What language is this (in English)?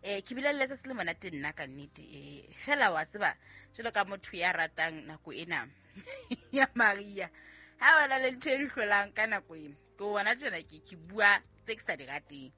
Southern Sotho